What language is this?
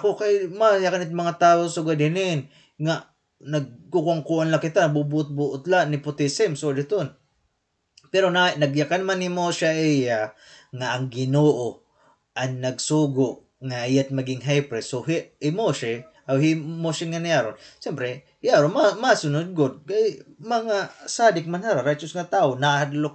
Waray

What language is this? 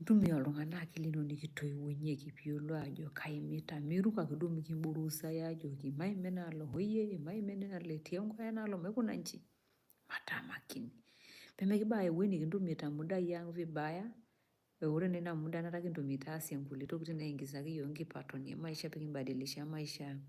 Masai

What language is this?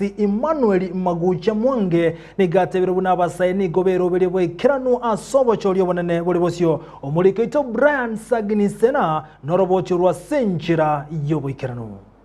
Gusii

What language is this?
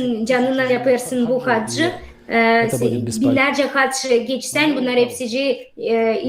Gagauz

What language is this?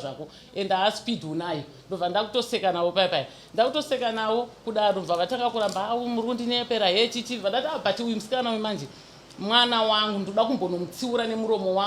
Shona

